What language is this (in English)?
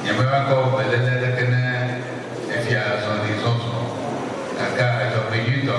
Ewe